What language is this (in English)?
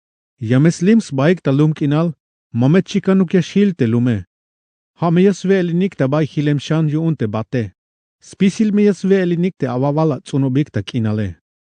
Tzeltal